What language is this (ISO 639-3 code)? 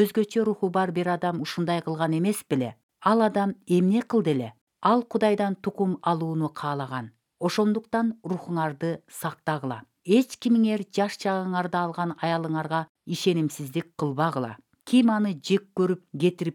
kir